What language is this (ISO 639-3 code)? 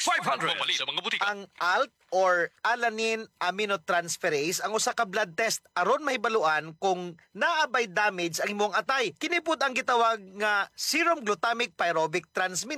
ceb